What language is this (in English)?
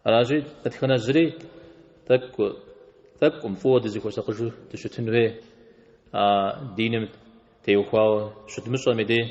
Kabardian